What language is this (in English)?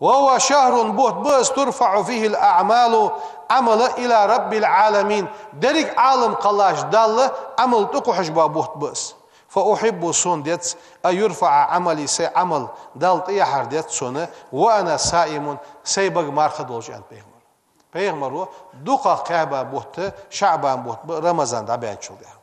Ingush